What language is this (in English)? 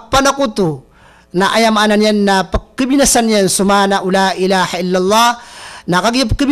Maranao